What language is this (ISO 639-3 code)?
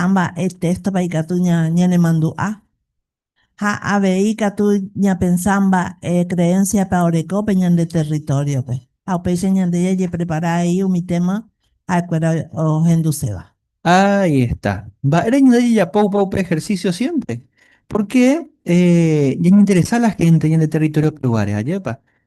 grn